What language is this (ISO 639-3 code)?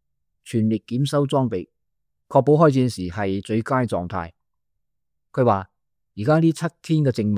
yue